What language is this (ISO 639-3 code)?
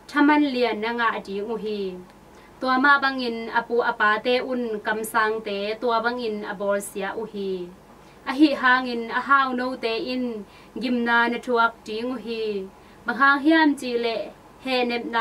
ctd